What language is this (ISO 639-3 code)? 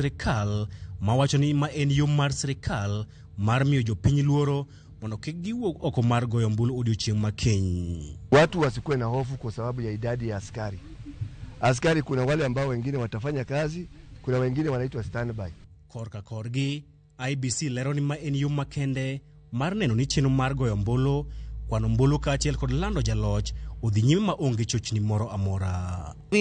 luo